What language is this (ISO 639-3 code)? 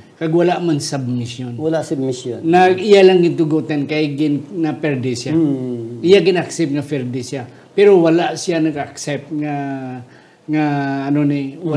hil